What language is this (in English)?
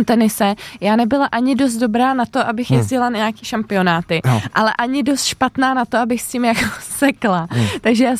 Czech